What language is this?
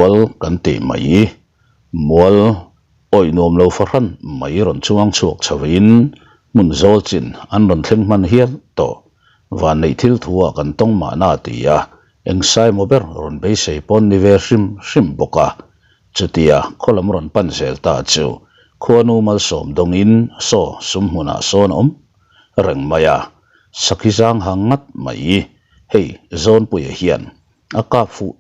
Mizo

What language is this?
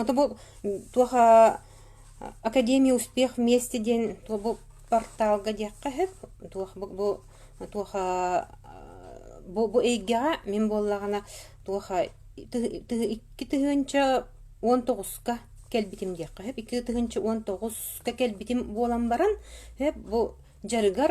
Yakut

